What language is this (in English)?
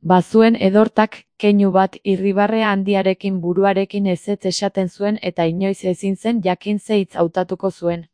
Basque